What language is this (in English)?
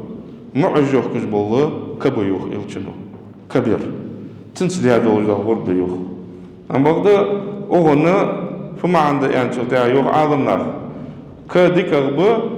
Ingush